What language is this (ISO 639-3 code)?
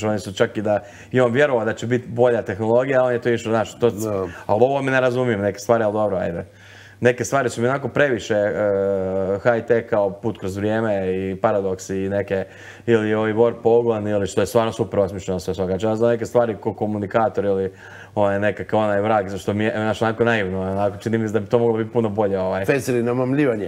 hrv